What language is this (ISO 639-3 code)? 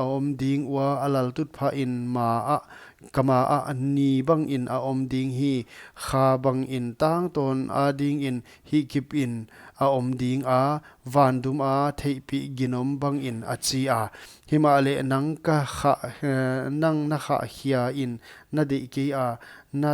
pck